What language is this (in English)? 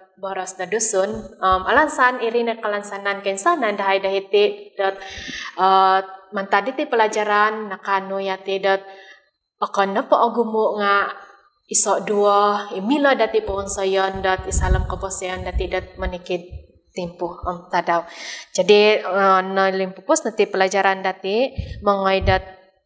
Central Dusun